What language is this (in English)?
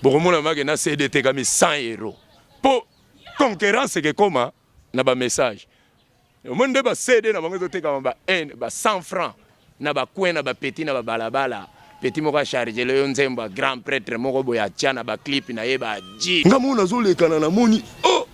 Lingala